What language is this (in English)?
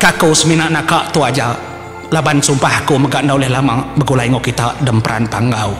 Iban